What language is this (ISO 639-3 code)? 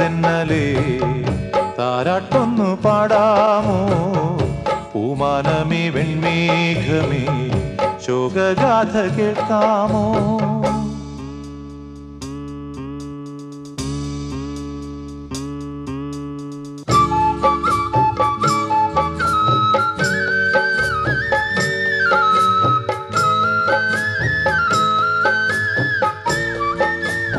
mal